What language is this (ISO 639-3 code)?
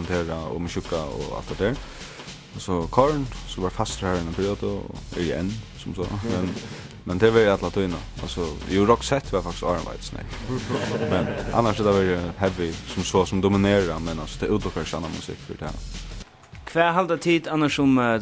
fao